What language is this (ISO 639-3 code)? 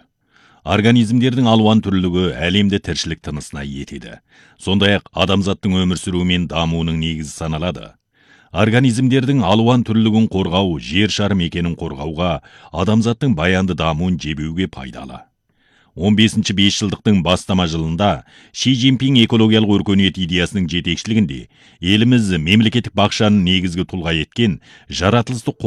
kaz